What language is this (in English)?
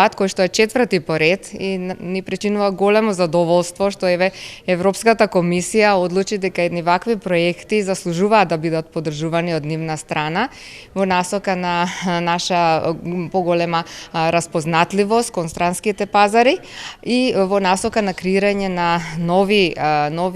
Macedonian